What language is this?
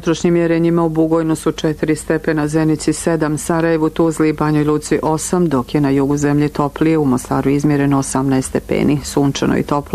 Bosnian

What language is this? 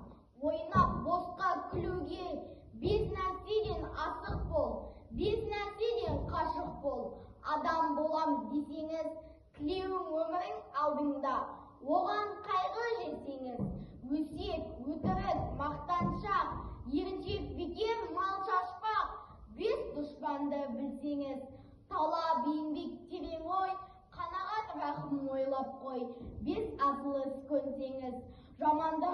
Kazakh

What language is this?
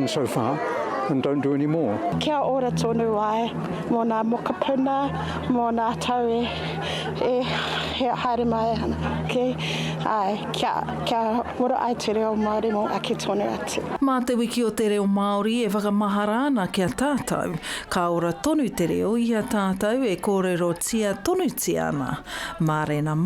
Māori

